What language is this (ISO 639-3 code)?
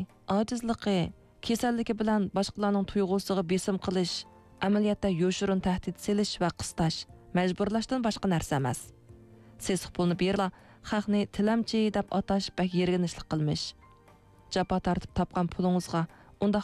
uig